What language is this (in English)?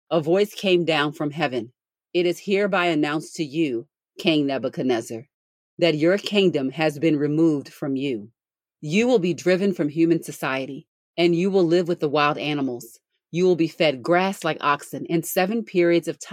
English